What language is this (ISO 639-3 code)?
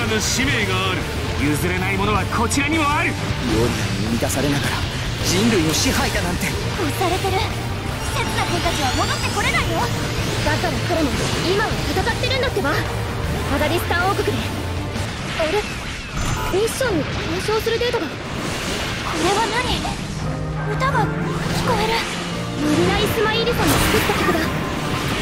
jpn